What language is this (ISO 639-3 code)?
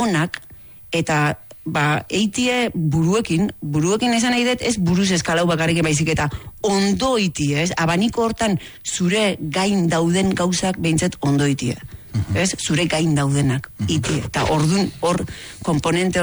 eus